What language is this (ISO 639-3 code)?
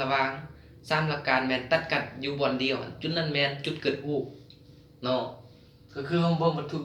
lao